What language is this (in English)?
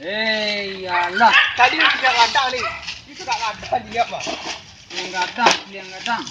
Minangkabau